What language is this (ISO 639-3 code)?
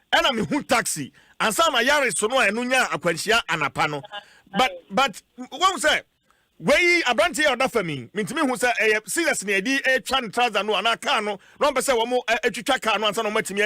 aka